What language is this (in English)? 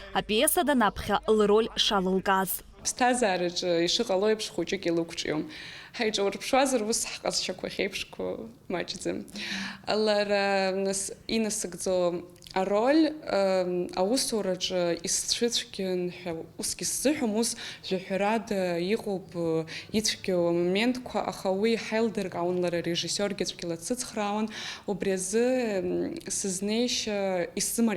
Abkhazian